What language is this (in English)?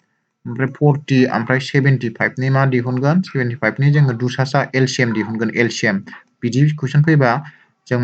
Bodo